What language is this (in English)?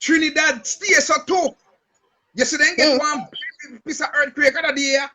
Jamaican Creole English